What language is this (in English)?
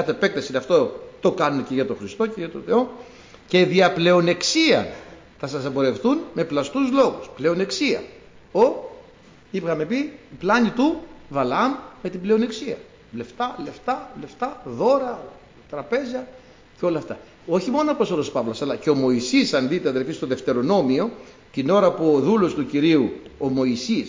Greek